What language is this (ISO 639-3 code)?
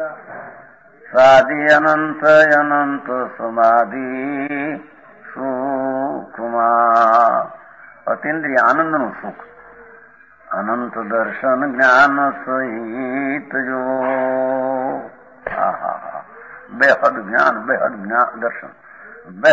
guj